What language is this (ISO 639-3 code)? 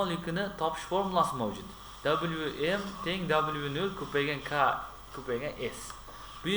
uzb